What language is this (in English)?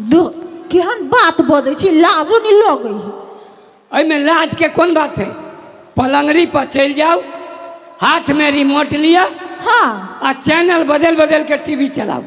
Maithili